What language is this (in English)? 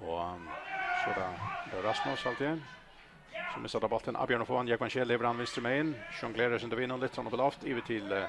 Faroese